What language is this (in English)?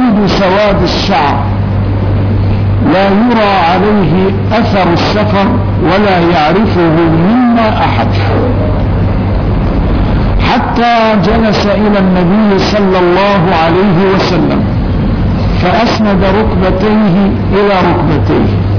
Arabic